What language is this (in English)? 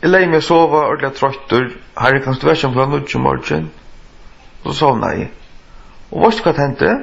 Faroese